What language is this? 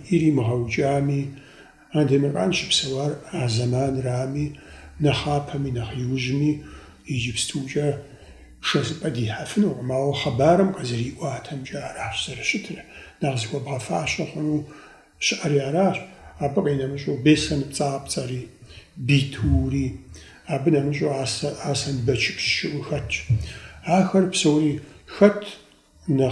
Kabardian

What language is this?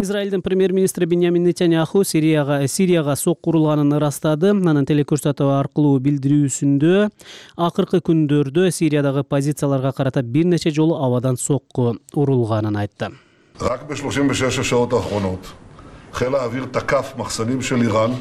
Kyrgyz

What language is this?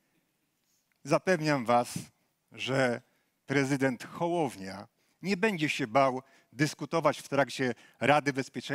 Polish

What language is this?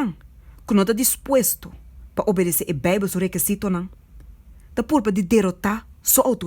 Papiamento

